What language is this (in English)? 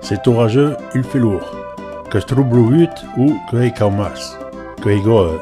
Occitan